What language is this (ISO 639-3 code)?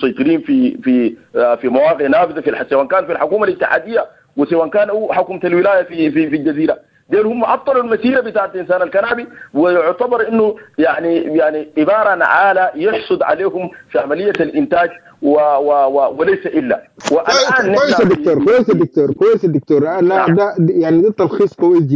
apd